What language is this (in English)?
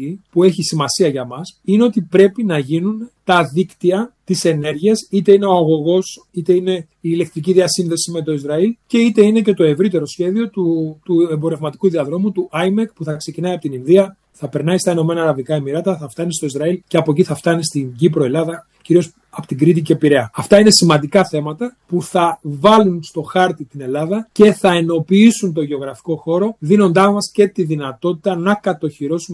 Greek